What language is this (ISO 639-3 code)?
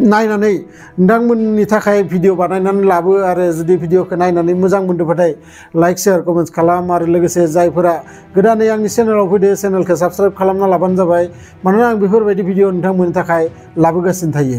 brx